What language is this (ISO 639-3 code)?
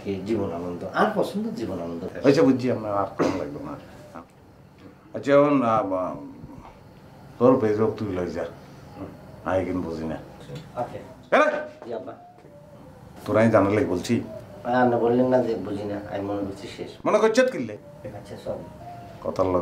ben